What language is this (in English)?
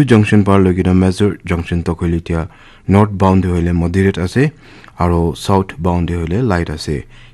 Naga Pidgin